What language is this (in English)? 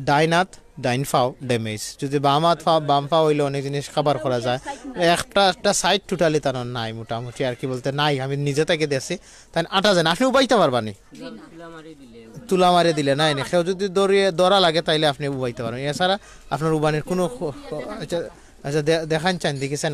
Sylheti